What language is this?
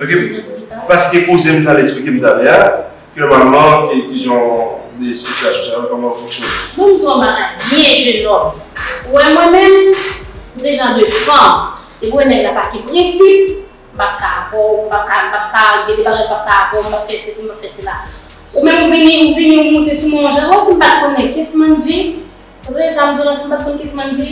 Haitian Creole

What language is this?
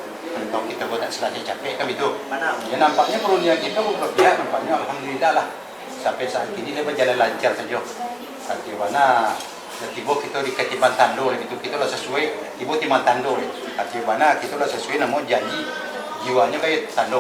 Minangkabau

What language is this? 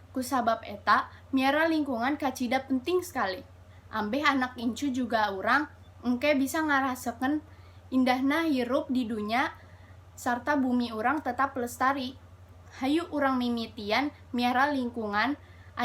Sundanese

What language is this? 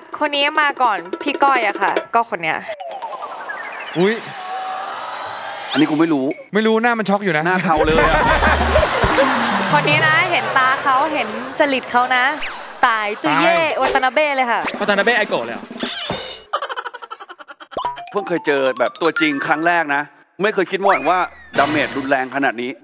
Thai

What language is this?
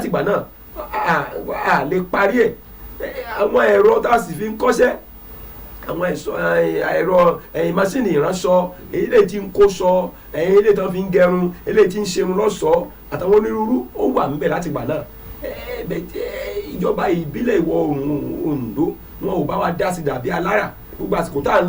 Yoruba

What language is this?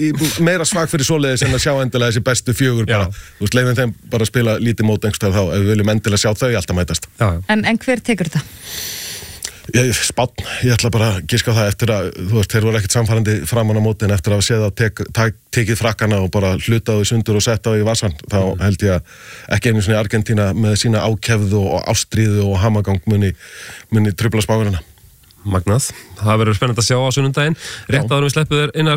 Icelandic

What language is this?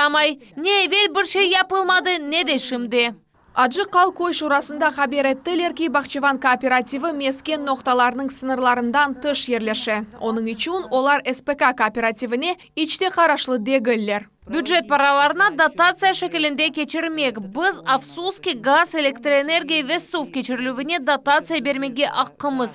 Crimean Tatar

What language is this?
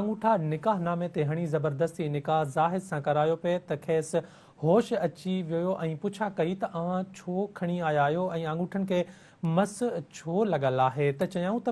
Sindhi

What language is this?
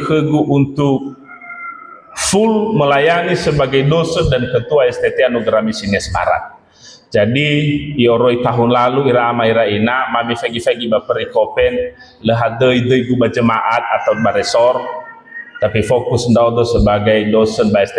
Nias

